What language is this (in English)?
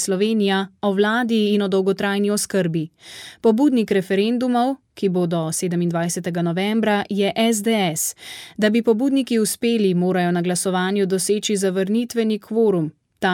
Slovenian